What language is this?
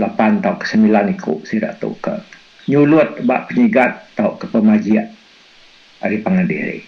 Iban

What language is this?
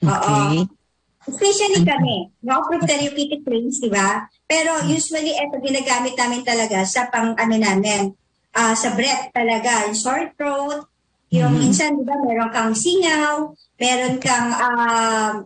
Filipino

